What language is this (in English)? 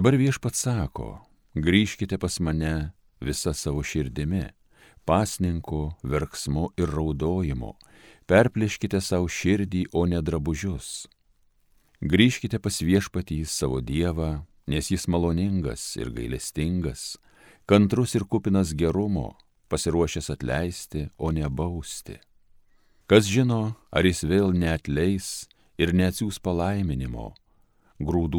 Lithuanian